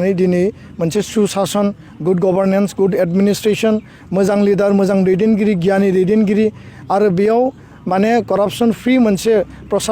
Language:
Bodo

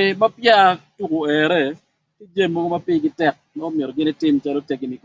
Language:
Acoli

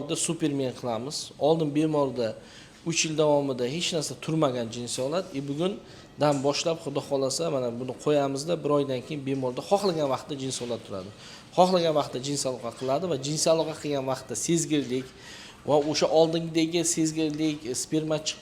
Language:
Uzbek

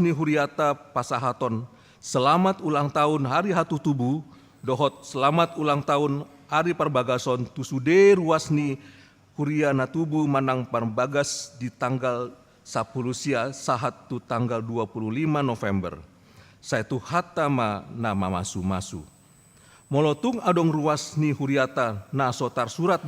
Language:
Batak Toba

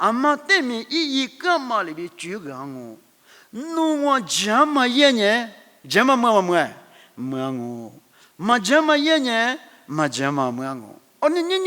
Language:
Lisu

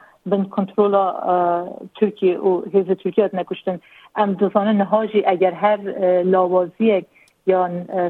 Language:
Kurdish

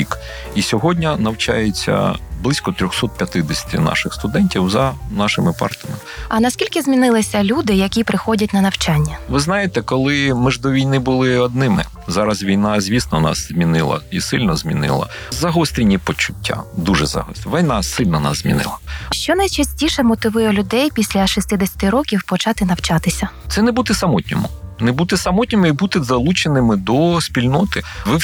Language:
Ukrainian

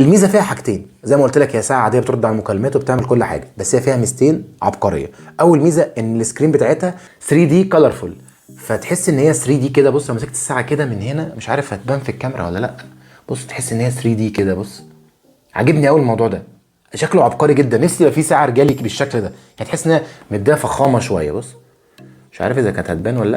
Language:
Egyptian Arabic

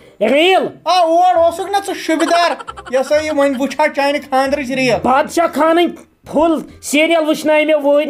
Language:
Kashmiri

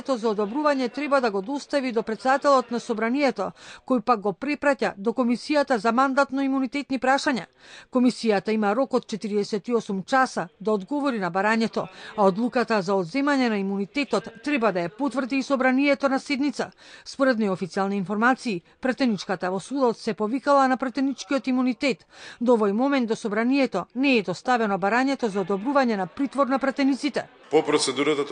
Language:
Macedonian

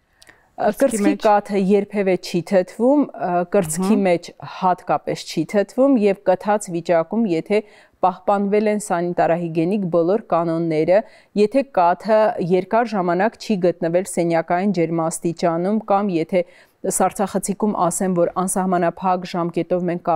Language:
Armenian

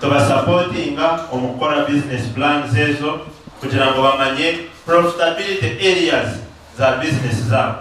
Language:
Nyankole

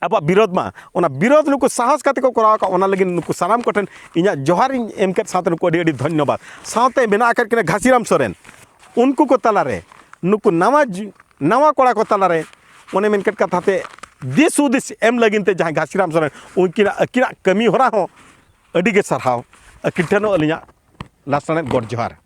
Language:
Santali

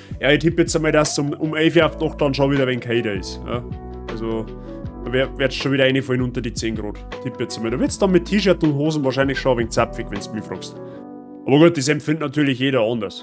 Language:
Bavarian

